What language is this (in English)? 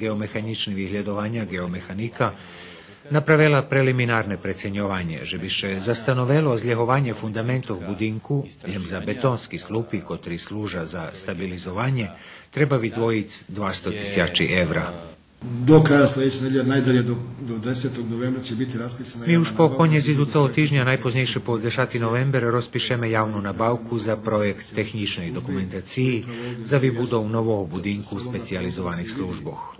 Rusyn